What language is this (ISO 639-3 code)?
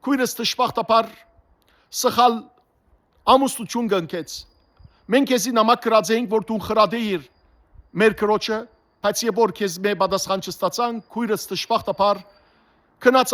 hyw